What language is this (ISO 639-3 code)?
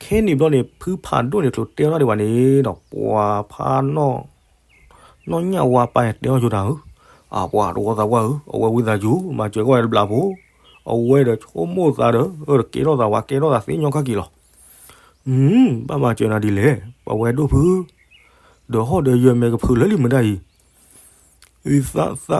ksw